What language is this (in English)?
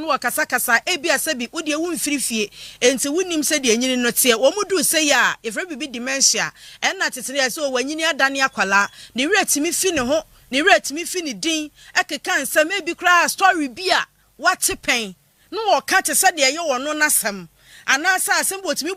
Akan